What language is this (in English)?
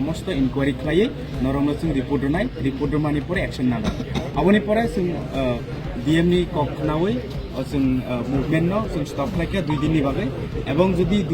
Kok Borok